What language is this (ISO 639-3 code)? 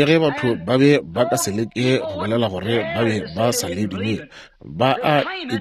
nso